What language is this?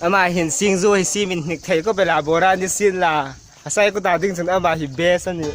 Hmar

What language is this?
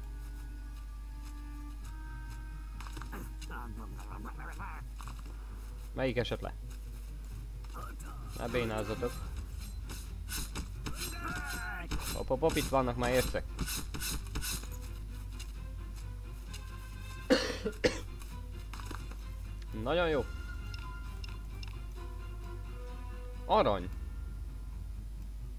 Hungarian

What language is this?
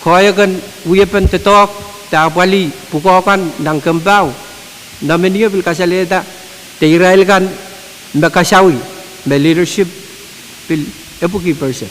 Pohnpeian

